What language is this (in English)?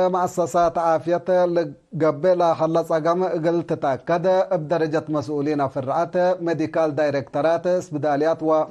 Tigre